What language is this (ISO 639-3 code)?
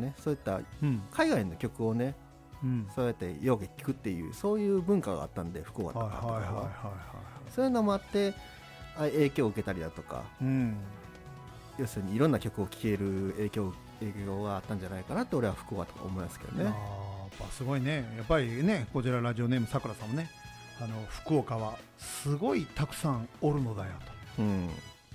jpn